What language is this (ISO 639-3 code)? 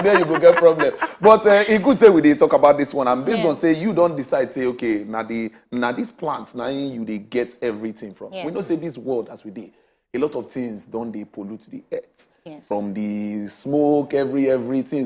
pcm